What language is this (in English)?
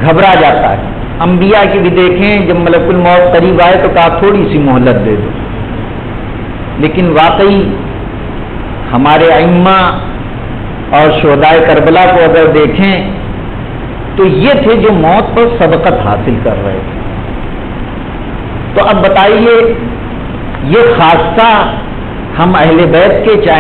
Urdu